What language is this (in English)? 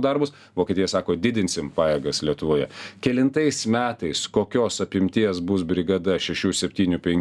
Lithuanian